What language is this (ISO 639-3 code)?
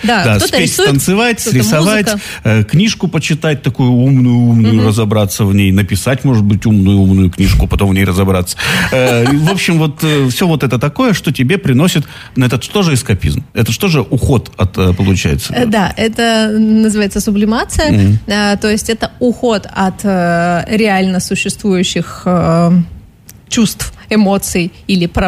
rus